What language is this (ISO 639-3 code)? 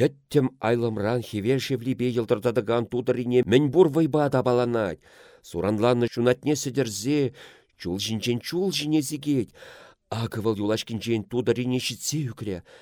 chv